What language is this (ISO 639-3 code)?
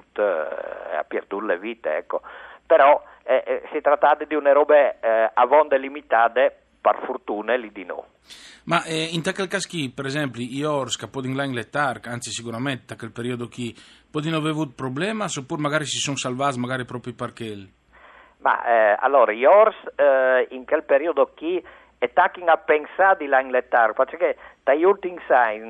fur